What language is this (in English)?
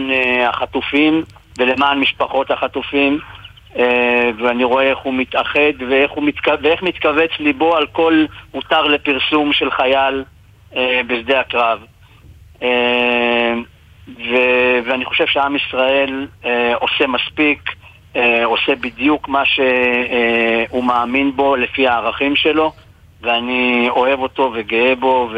Hebrew